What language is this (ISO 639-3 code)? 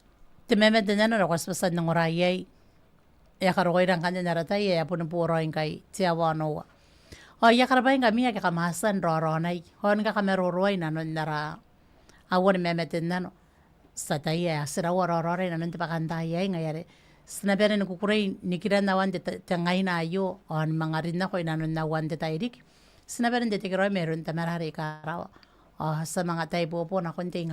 gil